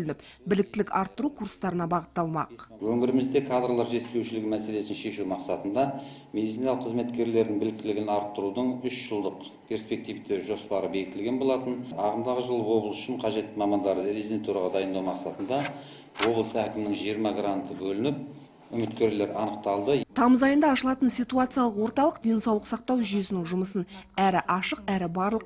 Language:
Kazakh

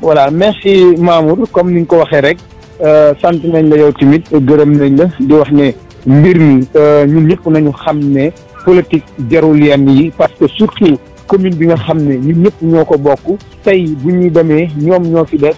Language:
Wolof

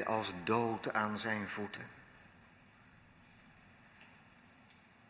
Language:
Dutch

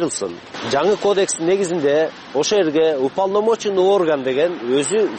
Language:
Kyrgyz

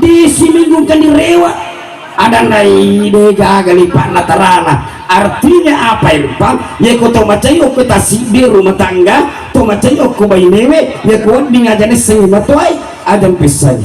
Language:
Buginese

